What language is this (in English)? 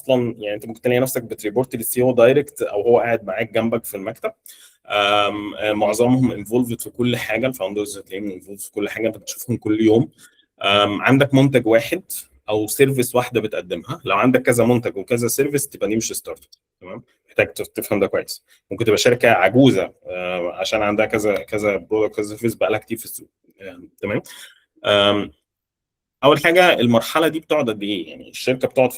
Egyptian Arabic